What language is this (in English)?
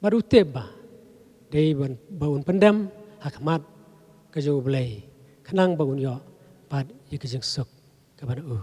Khasi